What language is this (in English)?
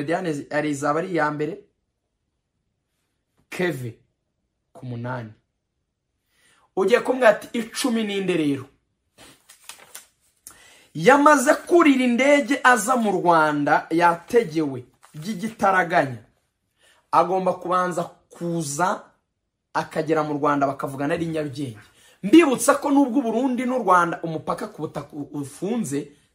Kinyarwanda